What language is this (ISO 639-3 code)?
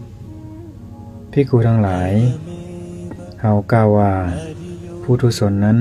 lao